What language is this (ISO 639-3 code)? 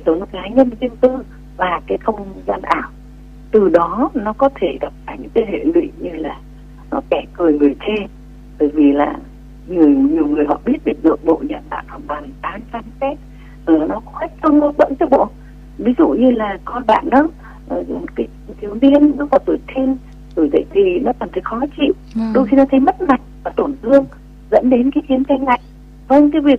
vie